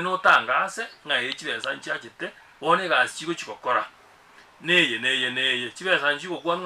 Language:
Gusii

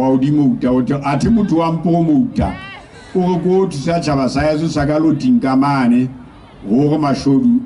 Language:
Southern Sotho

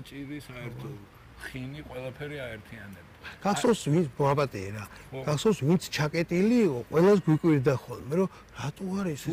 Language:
Georgian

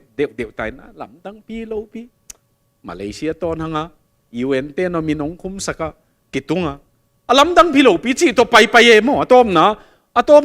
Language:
Tedim Chin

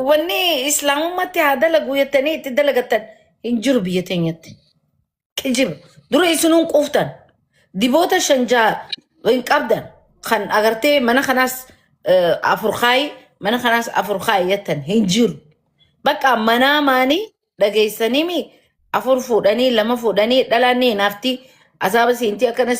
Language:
Oromo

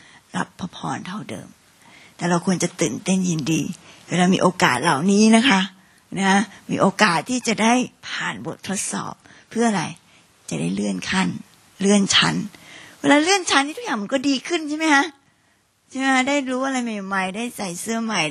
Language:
Thai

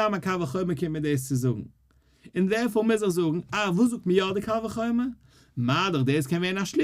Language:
Yiddish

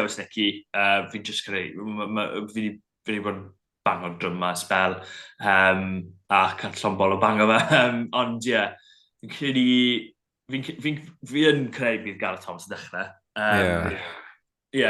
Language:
Welsh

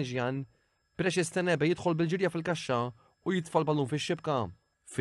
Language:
Maltese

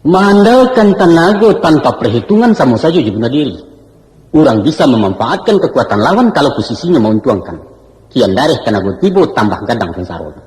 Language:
Minangkabau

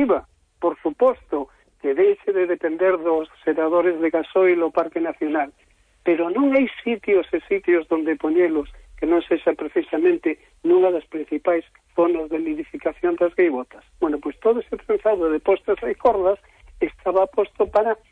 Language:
Galician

